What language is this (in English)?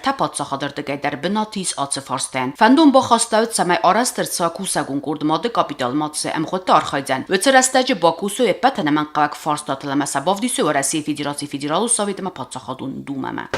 Ossetic